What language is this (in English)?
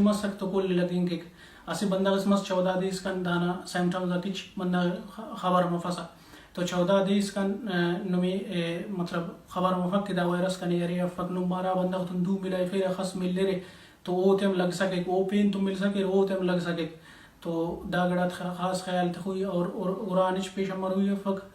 Brahui